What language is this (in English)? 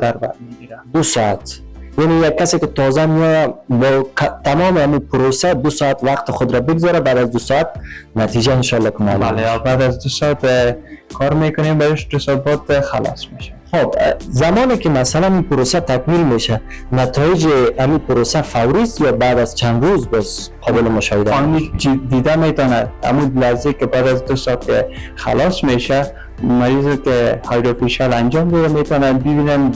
Persian